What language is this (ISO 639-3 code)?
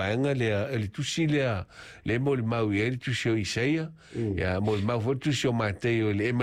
smo